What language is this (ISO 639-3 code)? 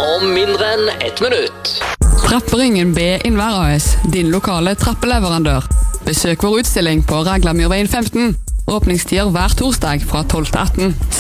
nor